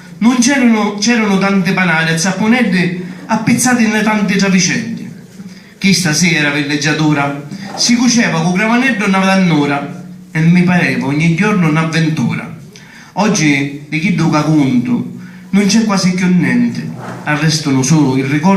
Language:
Sicilian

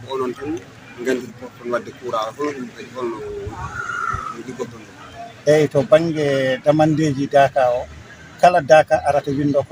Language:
Fula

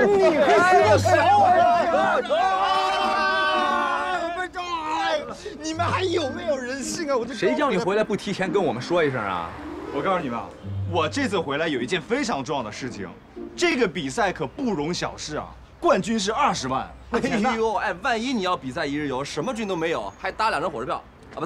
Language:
Chinese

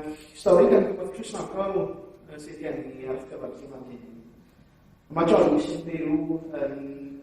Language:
Welsh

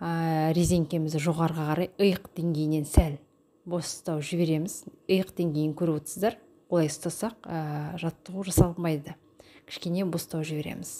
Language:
Kazakh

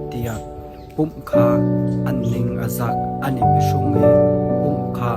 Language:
Hakha Chin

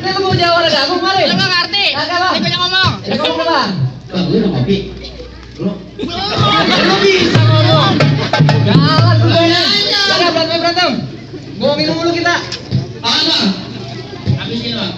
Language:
Betawi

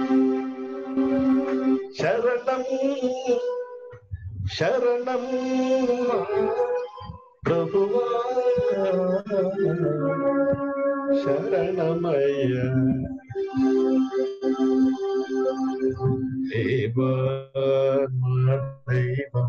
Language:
Telugu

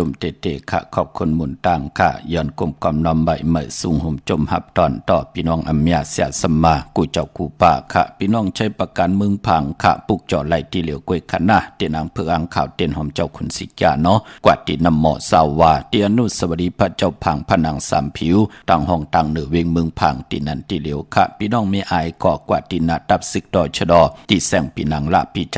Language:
Shan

